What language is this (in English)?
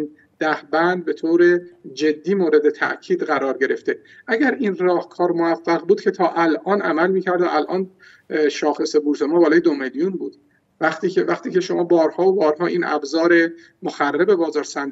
Persian